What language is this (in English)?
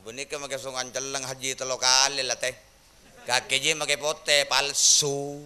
Madurese